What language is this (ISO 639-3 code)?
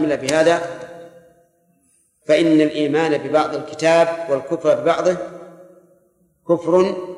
ara